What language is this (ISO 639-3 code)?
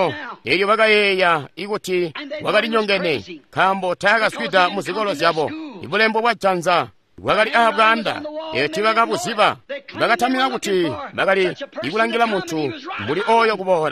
toi